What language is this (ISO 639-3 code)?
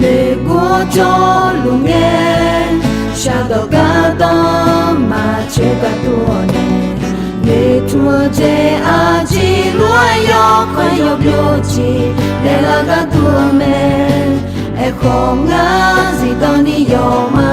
ahk